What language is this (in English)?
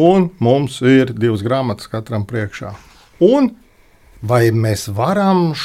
Latvian